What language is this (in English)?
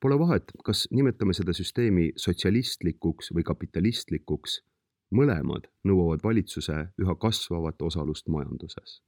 Estonian